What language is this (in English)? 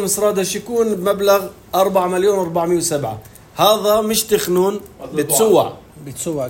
North Levantine Arabic